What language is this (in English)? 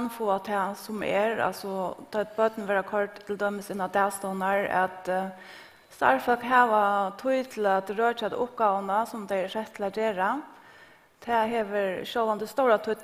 Faroese